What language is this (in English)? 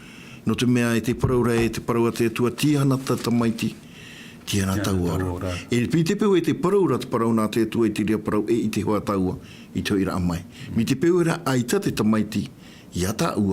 Tahitian